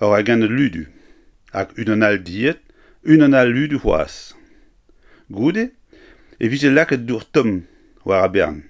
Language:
Breton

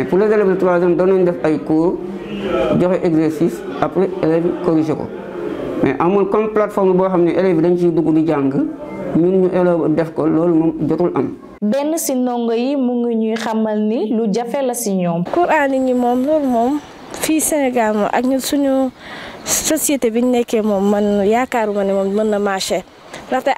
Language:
Wolof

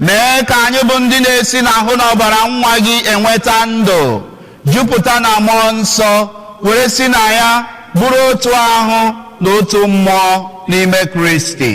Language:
Igbo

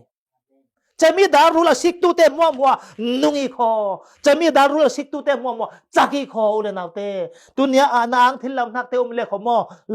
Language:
Falam Chin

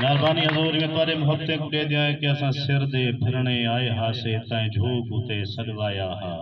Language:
Saraiki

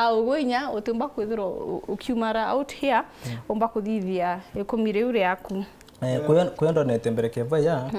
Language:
Meru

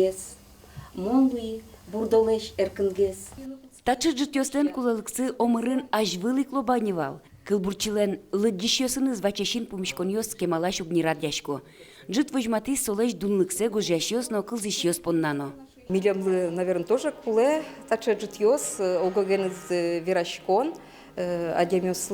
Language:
Udmurt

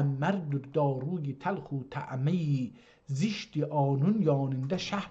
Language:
South Azerbaijani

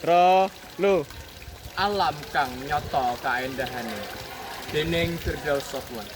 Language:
Javanese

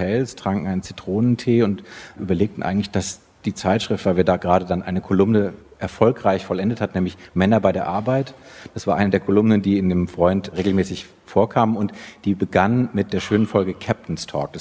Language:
German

